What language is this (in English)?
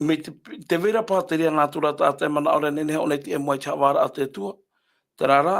Tahitian